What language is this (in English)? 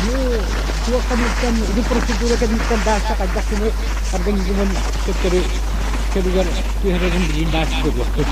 Yakut